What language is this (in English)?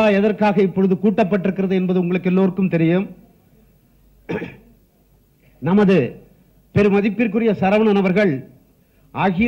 Tamil